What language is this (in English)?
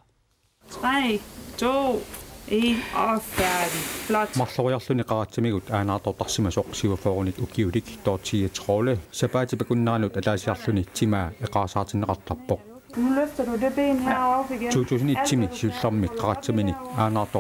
Kalaallisut